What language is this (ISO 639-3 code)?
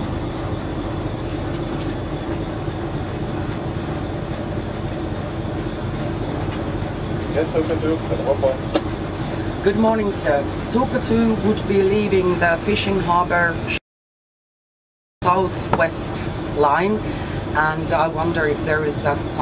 fin